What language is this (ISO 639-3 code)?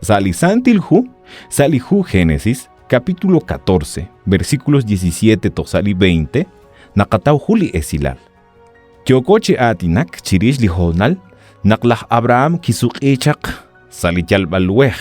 kek